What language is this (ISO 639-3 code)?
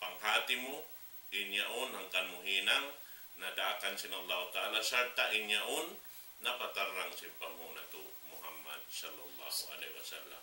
tsg